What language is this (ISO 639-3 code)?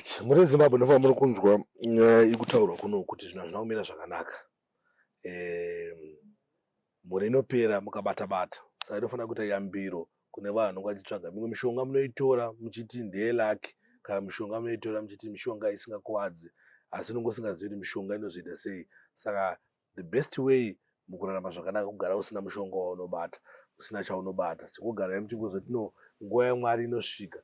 sna